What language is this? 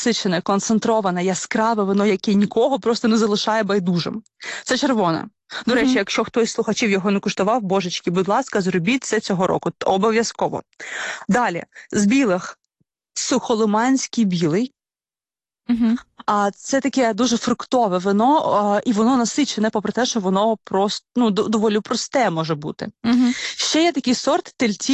Ukrainian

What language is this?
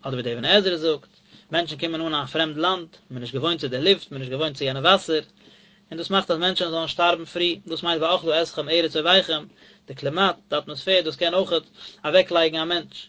Yiddish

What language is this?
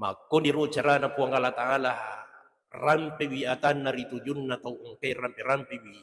Buginese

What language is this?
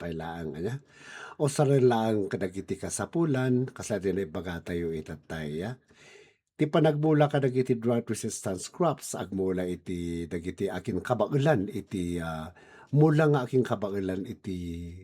Iloko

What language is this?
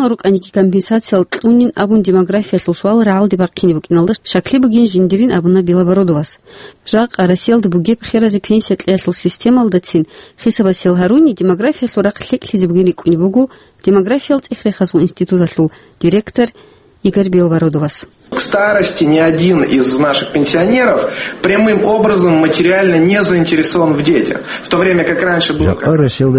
Avaric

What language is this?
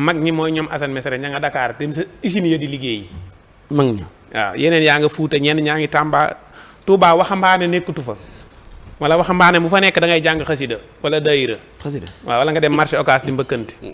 Wolof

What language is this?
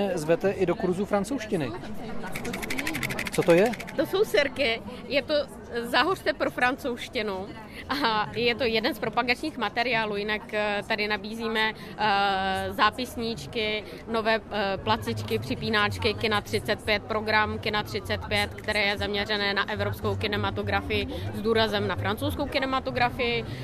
Czech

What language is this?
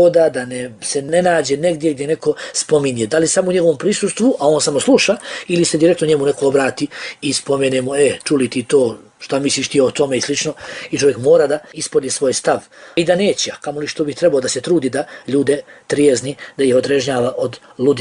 Bosnian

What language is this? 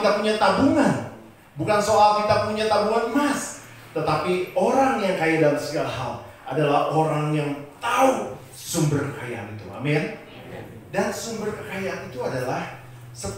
Indonesian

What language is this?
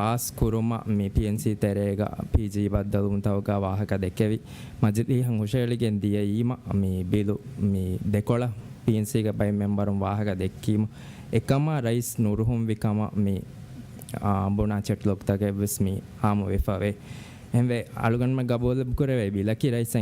Divehi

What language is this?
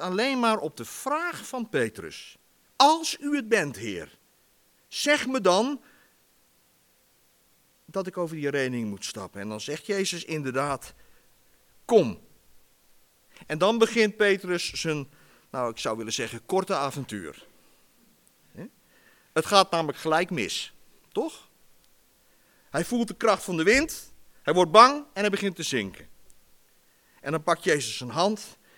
Dutch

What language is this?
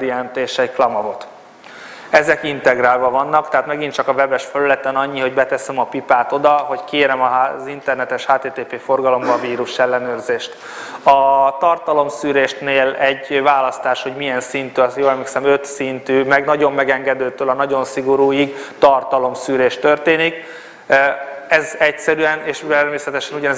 Hungarian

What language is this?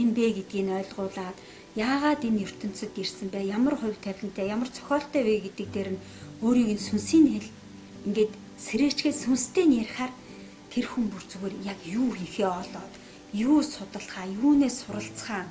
Mongolian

